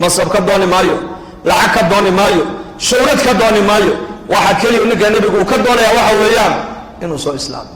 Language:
Somali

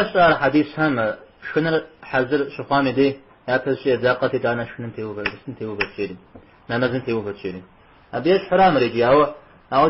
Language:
Kabardian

